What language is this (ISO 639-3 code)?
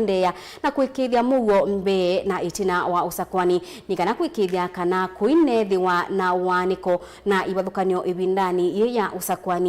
kam